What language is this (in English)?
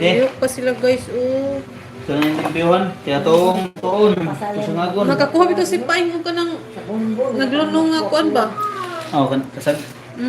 Cebuano